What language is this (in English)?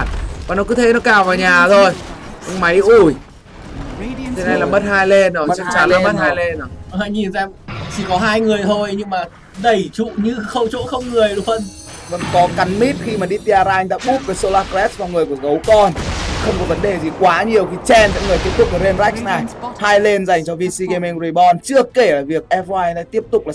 Vietnamese